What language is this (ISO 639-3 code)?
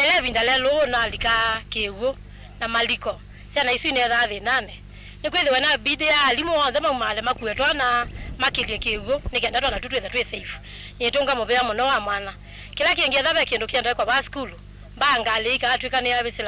kam